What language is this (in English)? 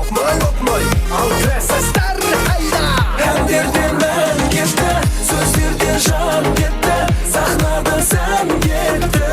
Kara-Kalpak